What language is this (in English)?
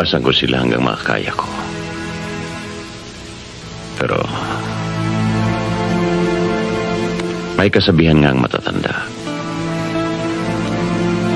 Filipino